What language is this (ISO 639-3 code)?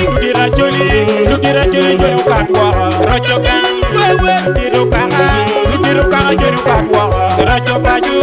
ach